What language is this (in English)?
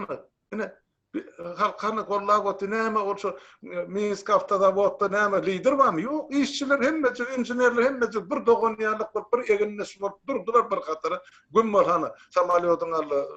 Turkmen